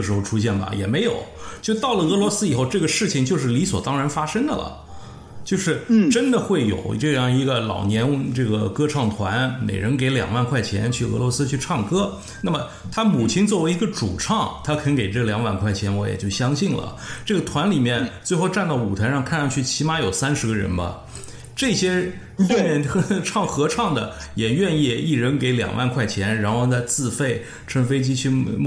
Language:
Chinese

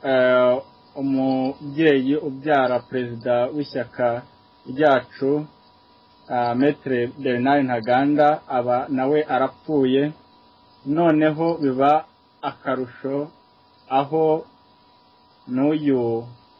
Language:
Kinyarwanda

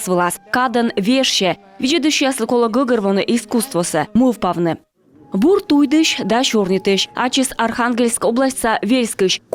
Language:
Komi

